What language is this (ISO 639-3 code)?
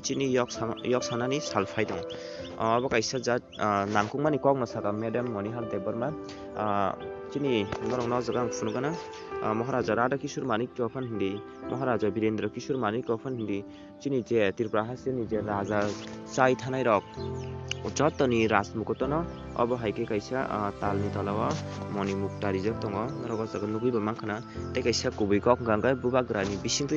trp